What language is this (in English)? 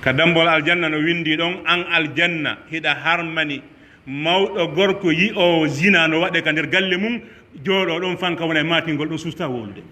Pular